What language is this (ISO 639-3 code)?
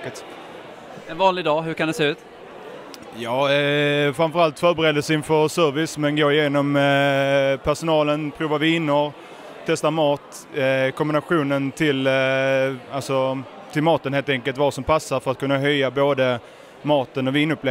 swe